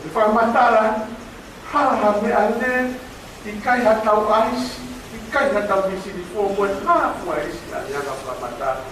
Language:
Tongan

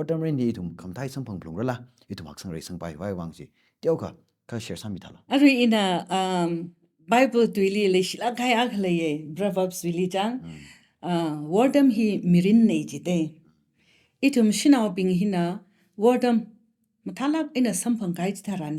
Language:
Tangkhul Naga (India)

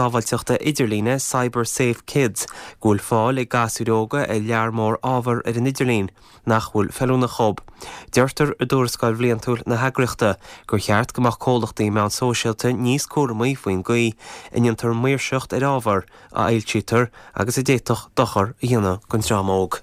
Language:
Irish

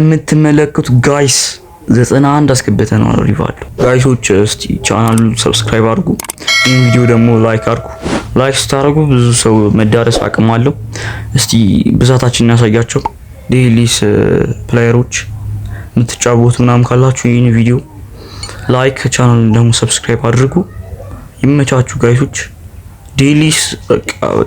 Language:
Amharic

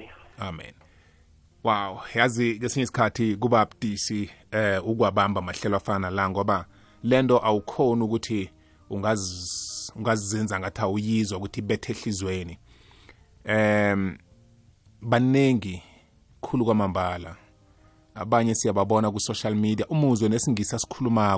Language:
South Ndebele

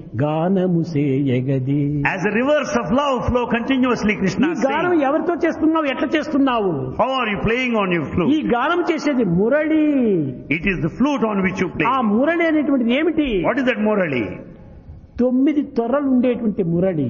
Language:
Telugu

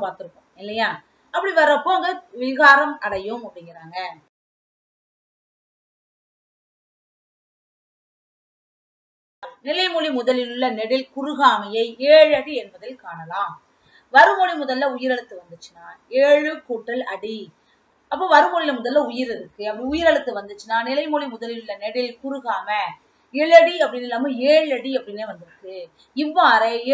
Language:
Tamil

